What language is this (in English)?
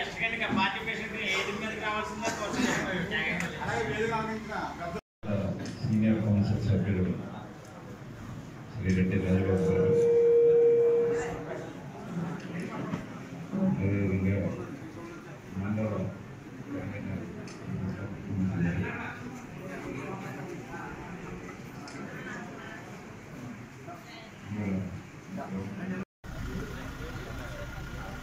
Telugu